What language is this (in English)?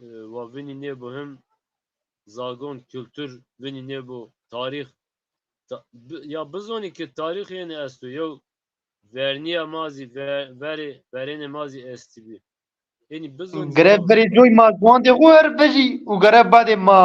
Zaza